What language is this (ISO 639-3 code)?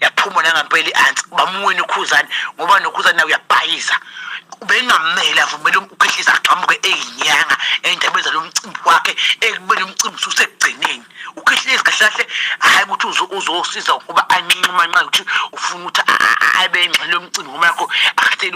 zul